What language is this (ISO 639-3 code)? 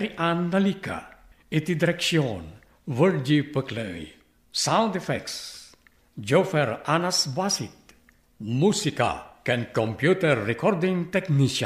ilo